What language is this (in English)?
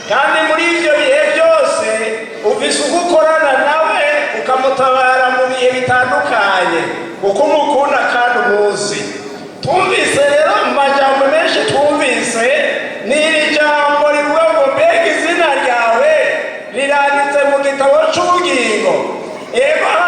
Rundi